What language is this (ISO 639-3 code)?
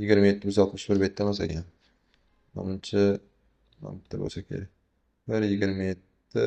uzb